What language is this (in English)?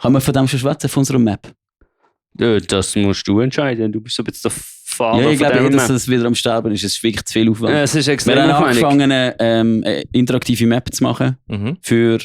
Swiss German